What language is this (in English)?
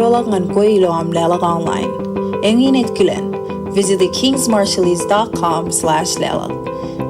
Marshallese